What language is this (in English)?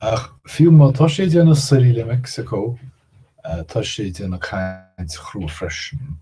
Irish